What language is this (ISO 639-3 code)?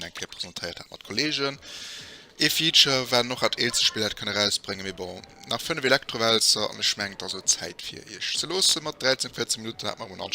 ltz